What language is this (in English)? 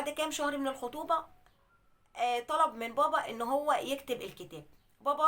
Egyptian Arabic